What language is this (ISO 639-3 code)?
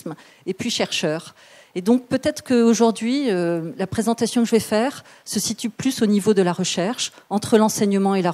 fra